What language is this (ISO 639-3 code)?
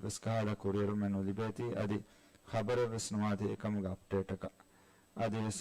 div